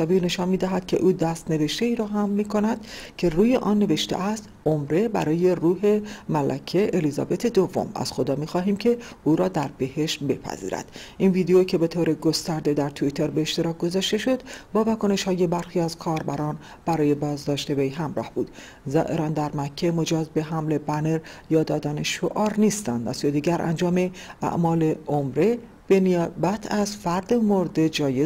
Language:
Persian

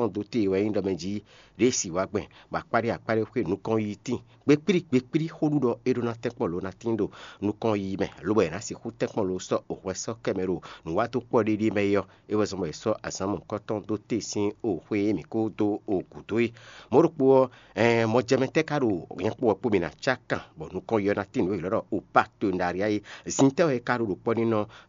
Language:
Fon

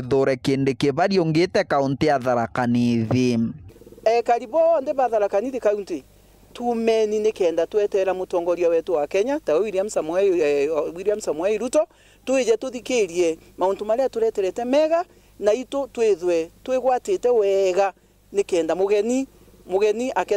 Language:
Meru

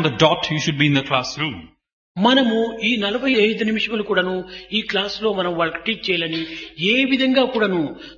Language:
Telugu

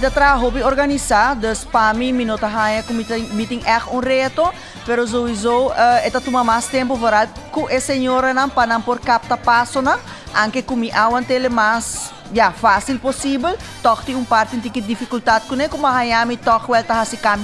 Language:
Papiamento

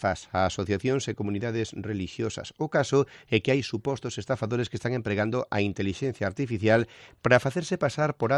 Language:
Galician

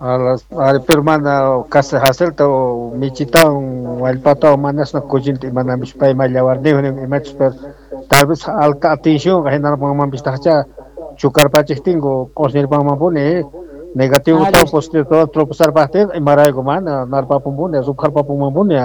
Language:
Quechua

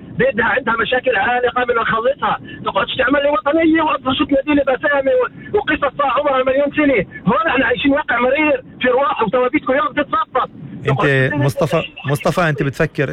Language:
North Levantine Arabic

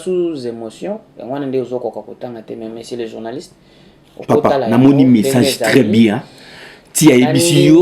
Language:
Lingala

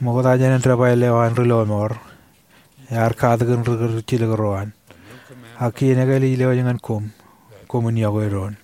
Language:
Marshallese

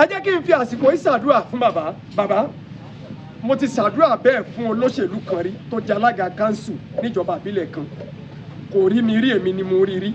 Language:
Yoruba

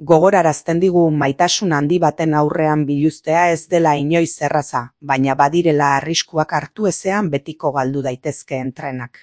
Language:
Basque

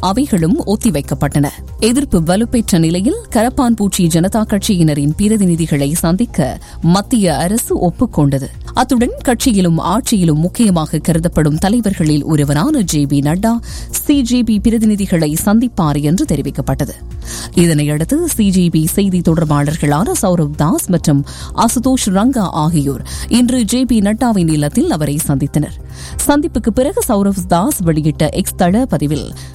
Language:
Tamil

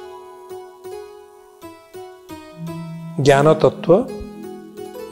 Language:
Odia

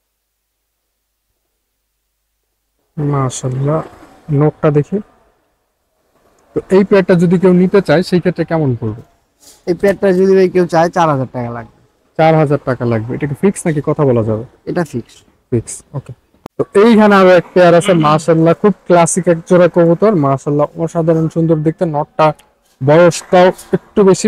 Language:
Bangla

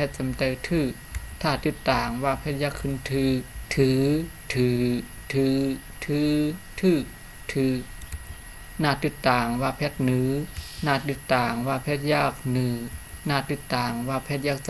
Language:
Shan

